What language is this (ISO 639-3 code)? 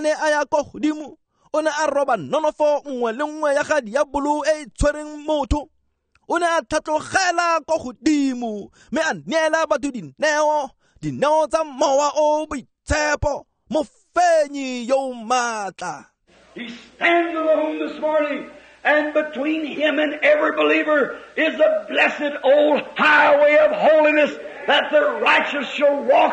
tsn